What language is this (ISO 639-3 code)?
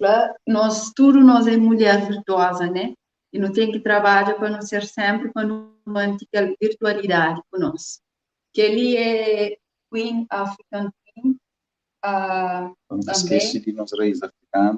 kea